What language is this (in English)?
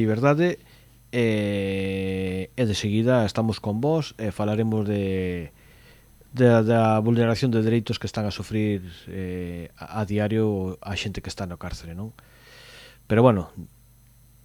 Galician